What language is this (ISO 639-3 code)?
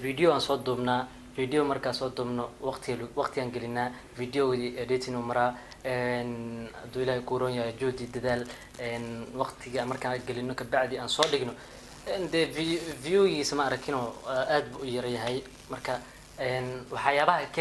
som